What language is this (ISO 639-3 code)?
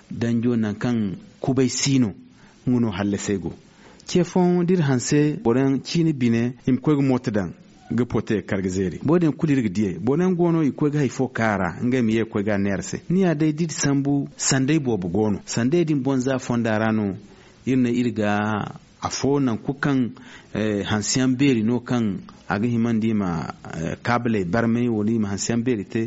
dje